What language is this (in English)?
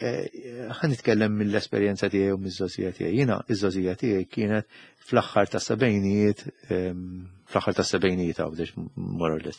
Maltese